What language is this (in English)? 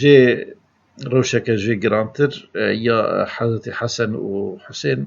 Kurdish